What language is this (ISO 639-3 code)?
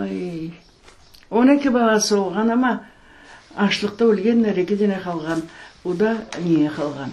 crh